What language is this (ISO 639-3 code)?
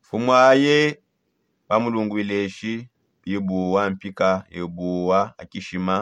sop